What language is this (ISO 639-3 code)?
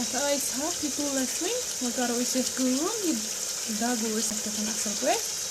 kas